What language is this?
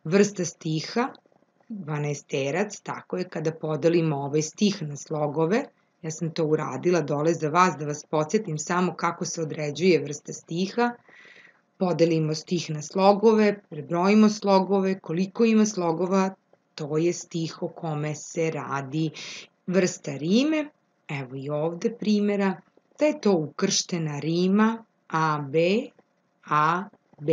Serbian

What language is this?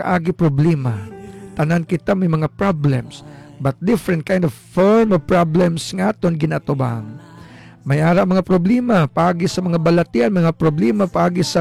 Hiligaynon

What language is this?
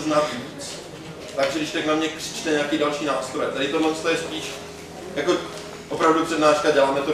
Czech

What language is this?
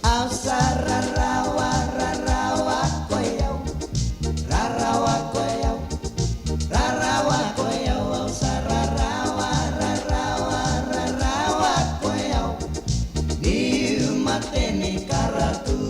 Fijian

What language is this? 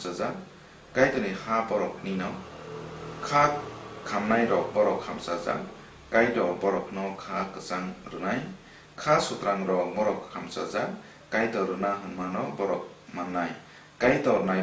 Kok Borok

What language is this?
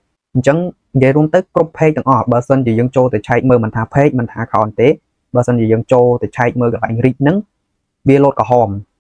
Khmer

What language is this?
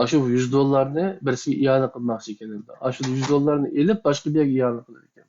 Uyghur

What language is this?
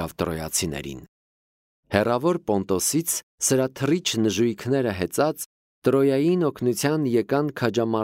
Armenian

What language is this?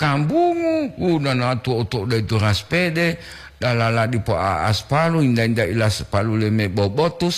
Gorontalo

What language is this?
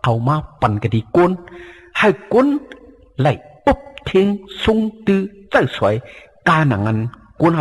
Shan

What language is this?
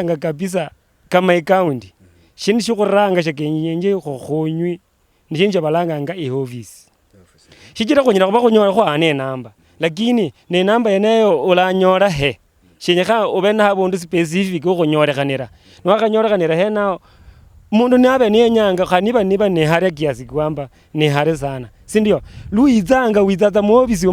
Luyia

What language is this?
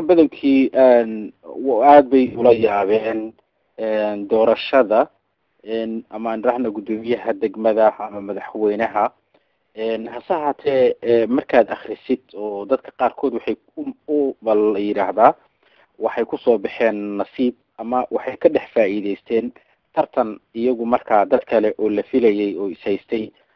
Somali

